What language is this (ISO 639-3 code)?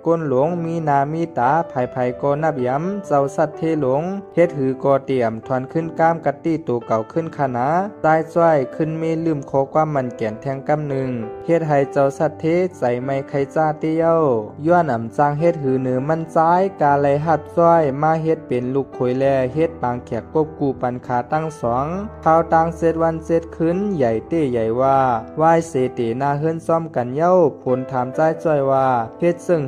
shn